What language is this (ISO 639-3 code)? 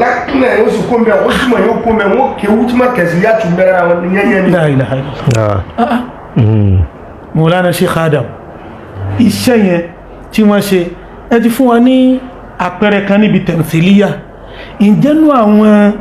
yor